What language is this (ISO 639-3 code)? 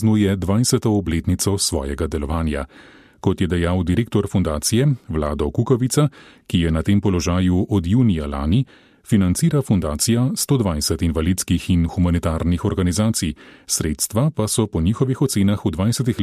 slv